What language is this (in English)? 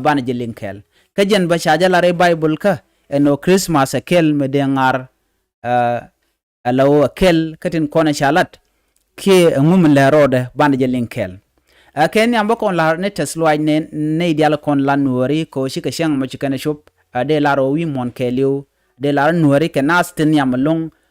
Nuer